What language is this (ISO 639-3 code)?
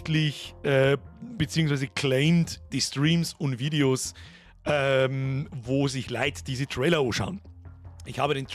bar